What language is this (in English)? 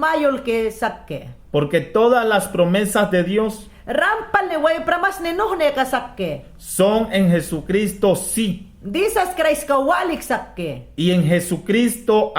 Mayangna